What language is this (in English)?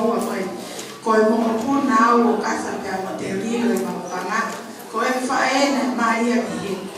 Tongan